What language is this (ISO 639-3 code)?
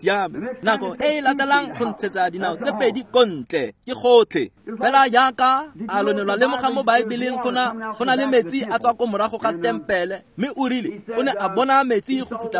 tsn